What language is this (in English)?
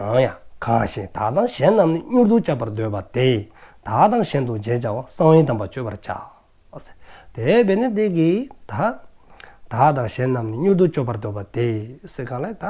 Dzongkha